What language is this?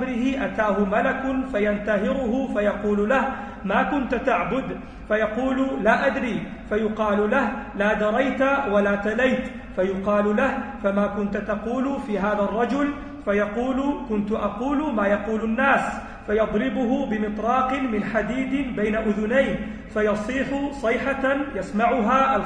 Arabic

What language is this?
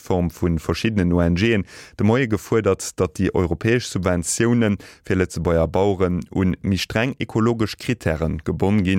Luxembourgish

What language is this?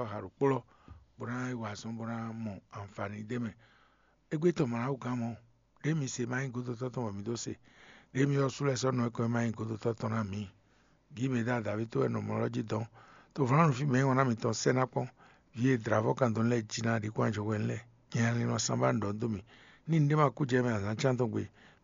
Fon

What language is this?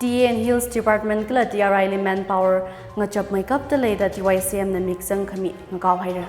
Tangkhul Naga (India)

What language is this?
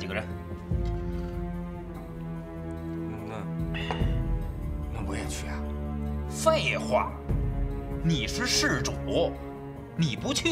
Chinese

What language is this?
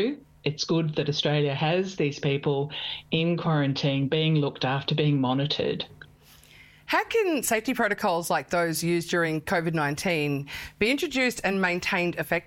English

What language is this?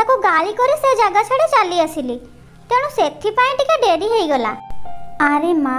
Odia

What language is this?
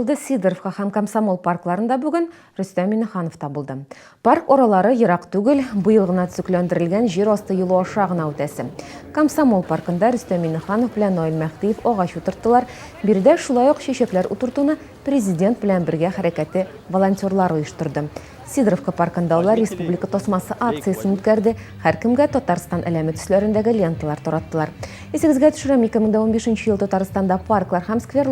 Tatar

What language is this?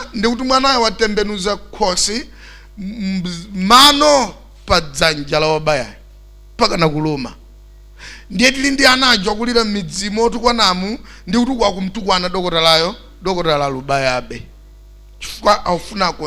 Nyanja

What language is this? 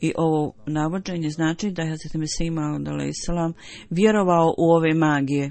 Bosnian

